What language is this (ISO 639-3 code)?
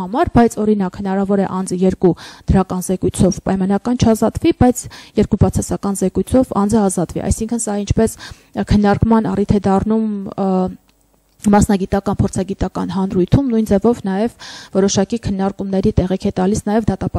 hye